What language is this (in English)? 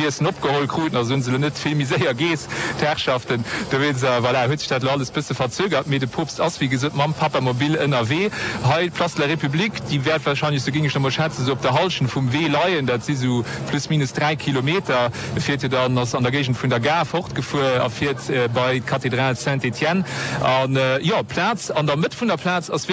Luxembourgish